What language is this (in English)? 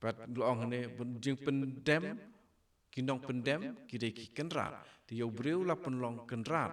Khasi